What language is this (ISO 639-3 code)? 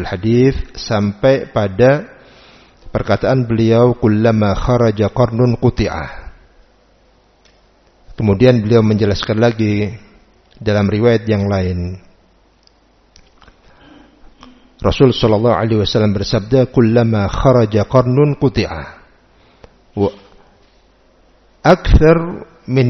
ind